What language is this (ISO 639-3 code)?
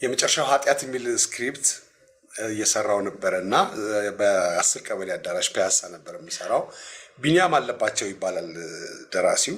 amh